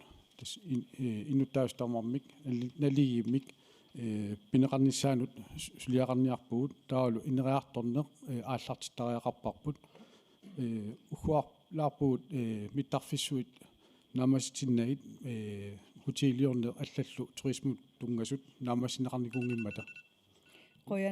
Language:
Kalaallisut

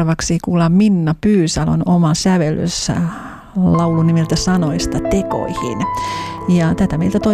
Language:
Finnish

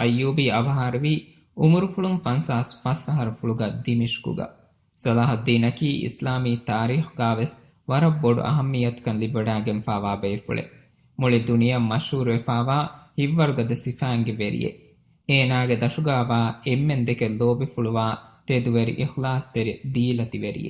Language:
Divehi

